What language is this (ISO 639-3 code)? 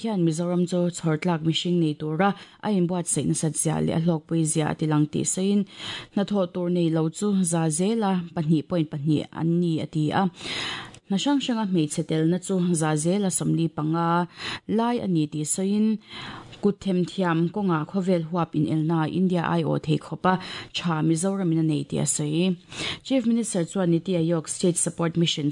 lus